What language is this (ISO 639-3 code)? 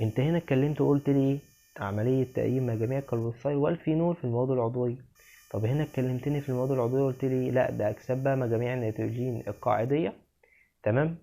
arz